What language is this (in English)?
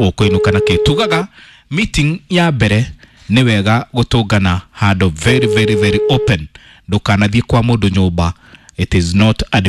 Kikuyu